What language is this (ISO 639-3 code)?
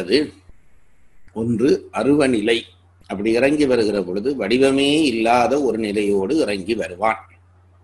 tam